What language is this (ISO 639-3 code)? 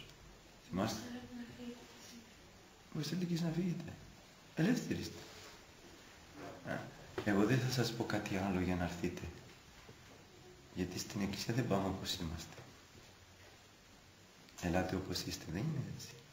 ell